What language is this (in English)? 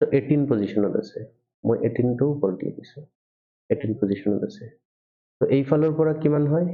Assamese